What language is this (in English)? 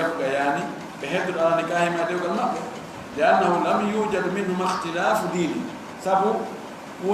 Fula